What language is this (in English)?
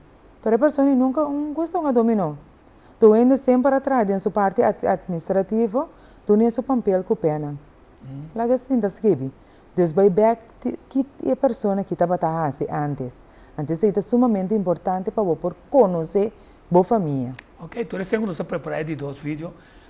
Papiamento